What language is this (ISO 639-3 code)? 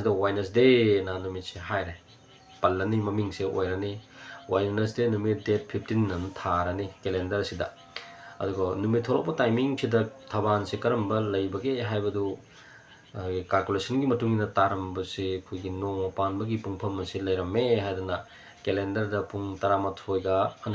mni